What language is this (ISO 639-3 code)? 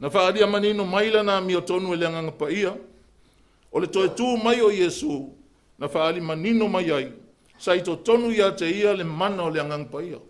smo